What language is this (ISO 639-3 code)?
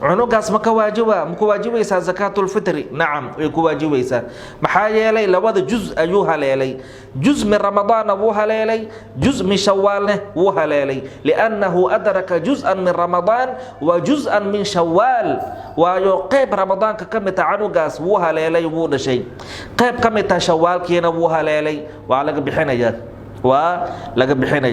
som